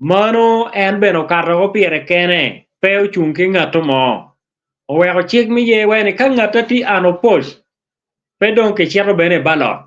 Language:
Acoli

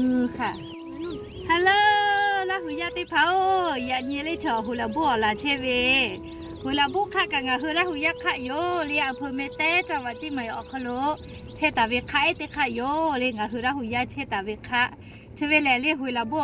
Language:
Lahu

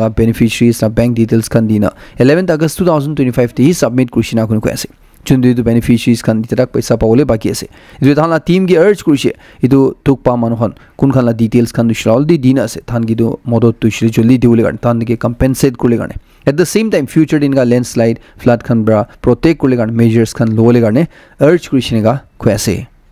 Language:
Naga Pidgin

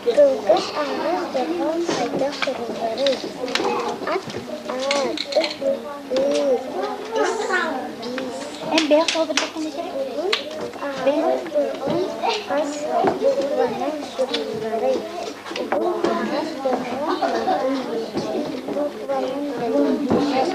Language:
Yakut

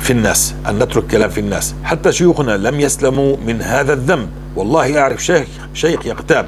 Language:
North Levantine Arabic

